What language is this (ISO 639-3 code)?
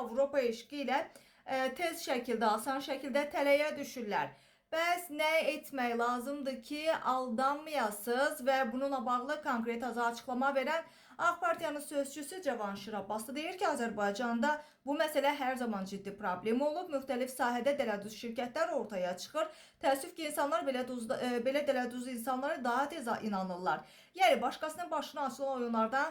aze